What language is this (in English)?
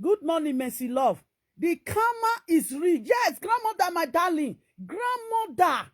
Nigerian Pidgin